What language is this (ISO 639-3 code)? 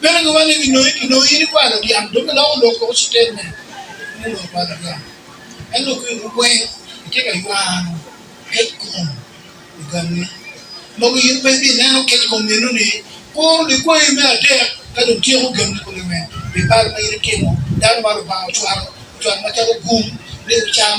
ach